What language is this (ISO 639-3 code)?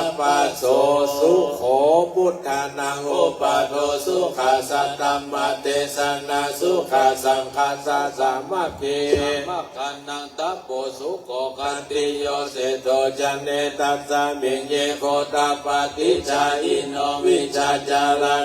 pli